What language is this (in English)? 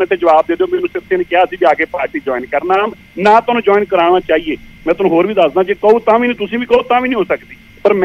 Punjabi